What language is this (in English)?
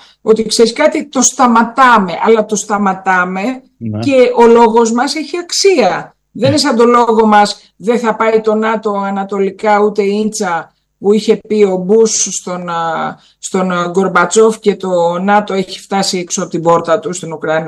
Greek